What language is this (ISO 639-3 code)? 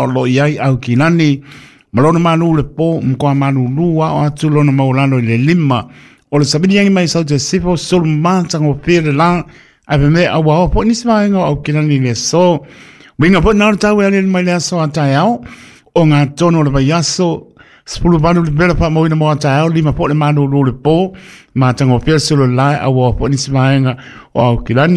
smo